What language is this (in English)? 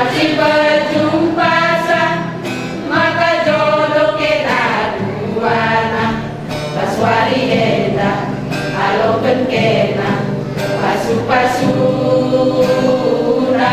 Batak Karo